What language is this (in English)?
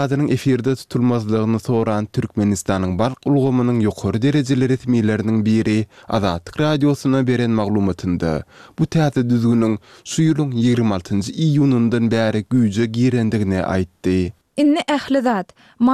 Turkmen